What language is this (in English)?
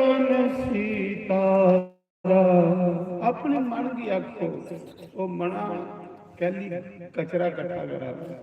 Dogri